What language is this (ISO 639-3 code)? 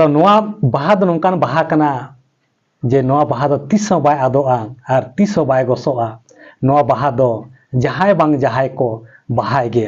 sat